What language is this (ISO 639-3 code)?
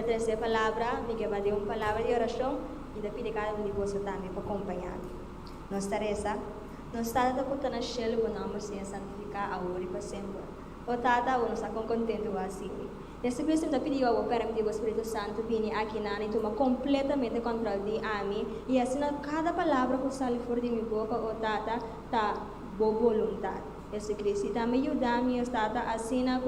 pap